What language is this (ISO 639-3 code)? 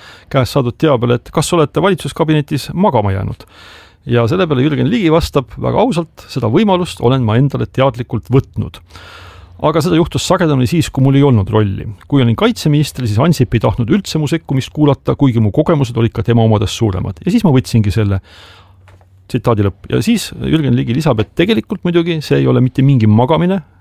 est